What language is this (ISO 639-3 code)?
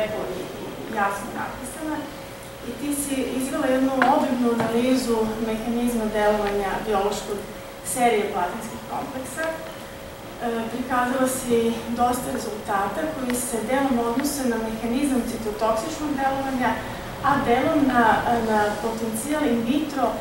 srp